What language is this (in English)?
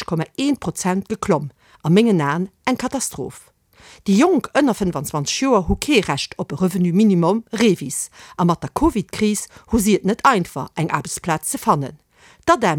Luxembourgish